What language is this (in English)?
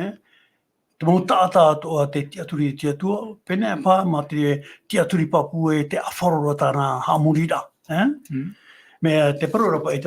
Tahitian